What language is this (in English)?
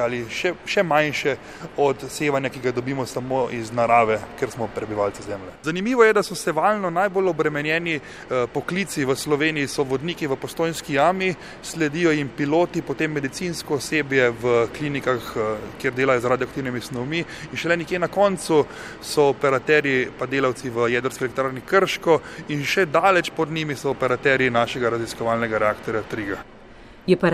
Slovenian